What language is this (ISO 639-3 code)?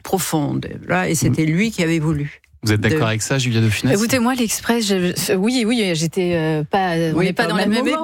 fra